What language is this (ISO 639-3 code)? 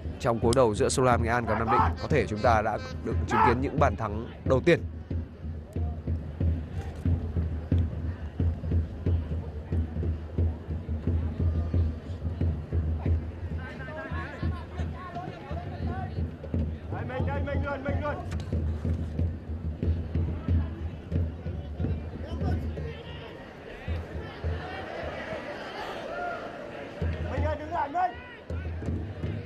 vie